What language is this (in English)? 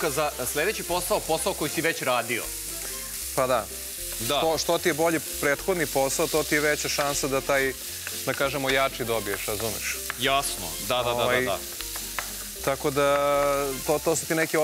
Serbian